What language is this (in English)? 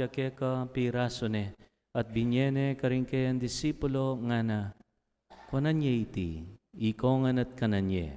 Pampanga